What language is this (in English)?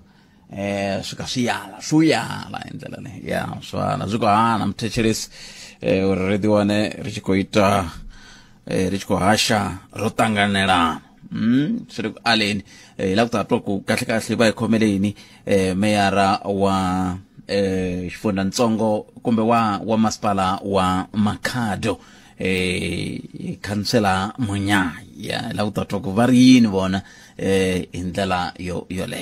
Tsonga